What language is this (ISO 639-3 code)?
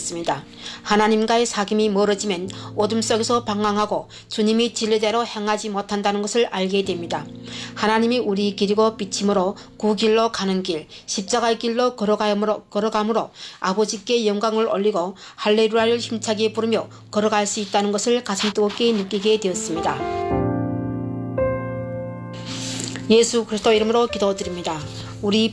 kor